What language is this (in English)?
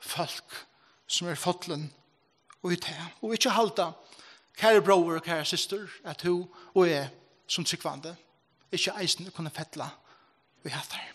Faroese